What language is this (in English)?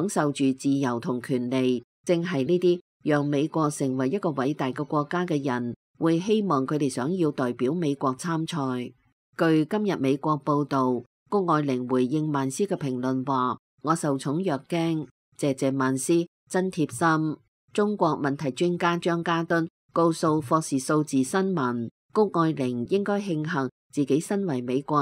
Cantonese